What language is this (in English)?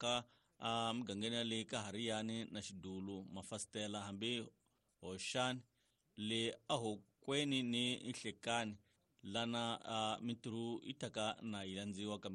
Tsonga